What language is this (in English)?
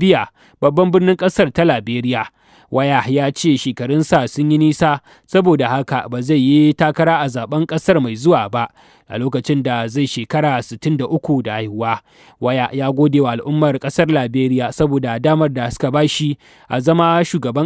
Hausa